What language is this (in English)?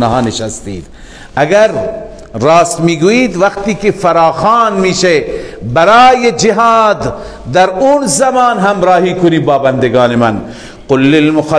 Persian